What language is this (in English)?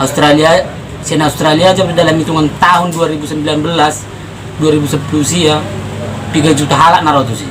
Batak Toba